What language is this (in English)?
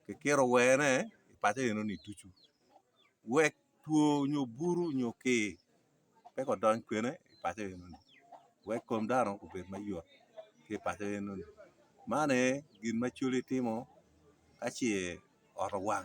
Acoli